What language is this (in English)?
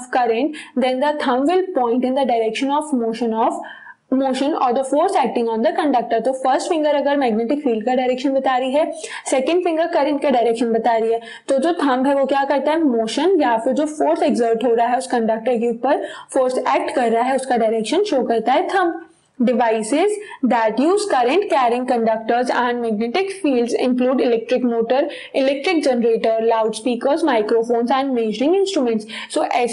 Hindi